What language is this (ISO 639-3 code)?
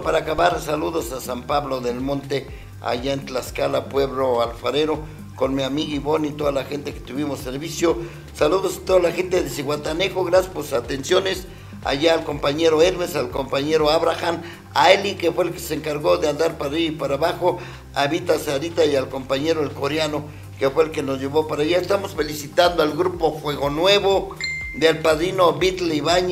spa